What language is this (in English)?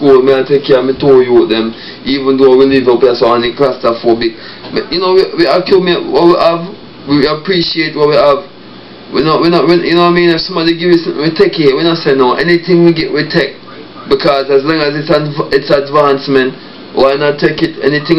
Jamaican Creole English